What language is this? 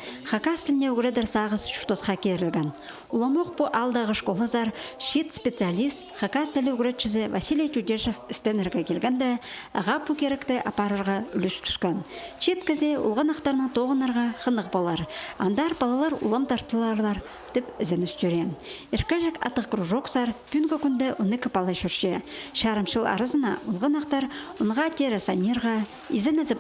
Khakas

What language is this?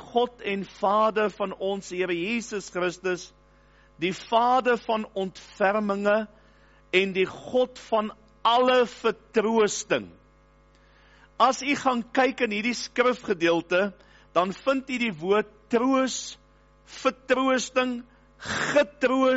Afrikaans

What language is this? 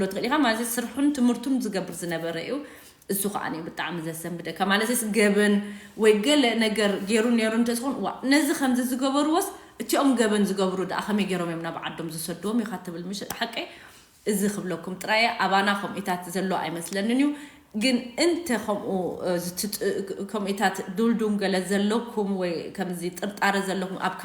Tigrinya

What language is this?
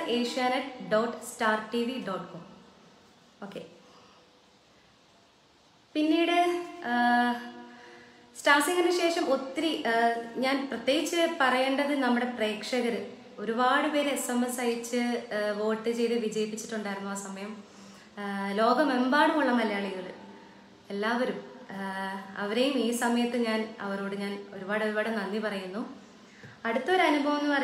Malayalam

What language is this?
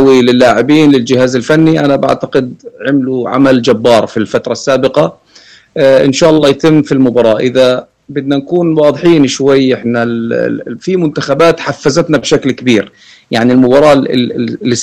North Levantine Arabic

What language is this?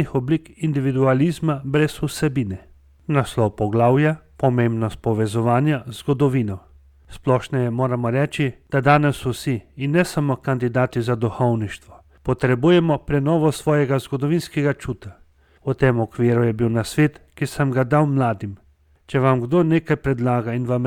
Slovenian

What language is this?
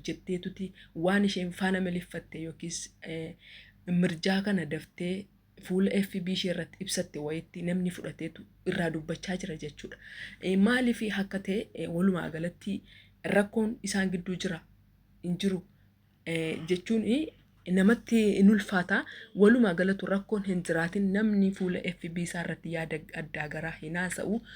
Oromo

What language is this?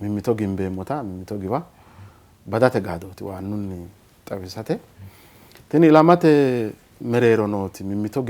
Sidamo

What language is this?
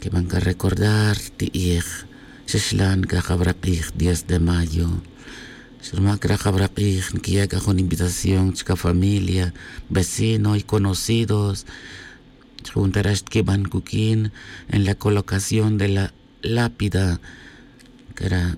Tz'utujil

